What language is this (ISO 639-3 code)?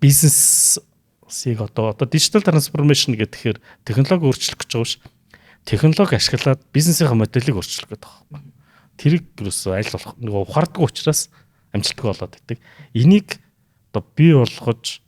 mon